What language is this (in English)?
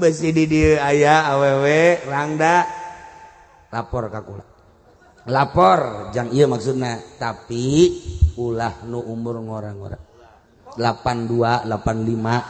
Sundanese